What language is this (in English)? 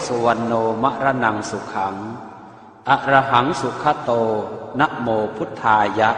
Pali